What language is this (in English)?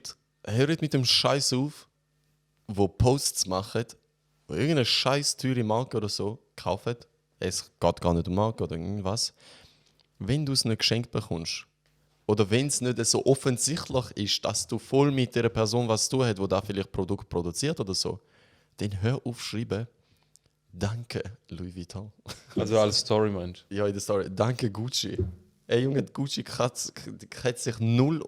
Swiss German